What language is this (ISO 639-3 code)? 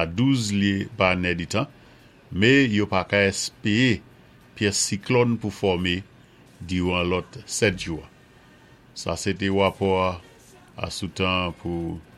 acf